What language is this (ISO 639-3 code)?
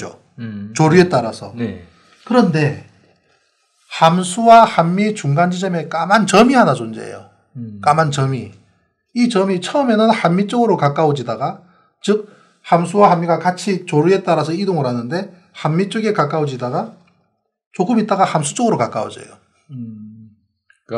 kor